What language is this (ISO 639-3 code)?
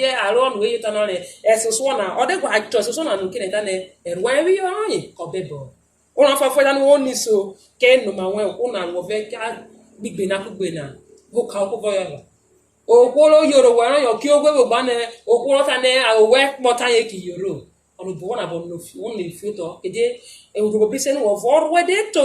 urh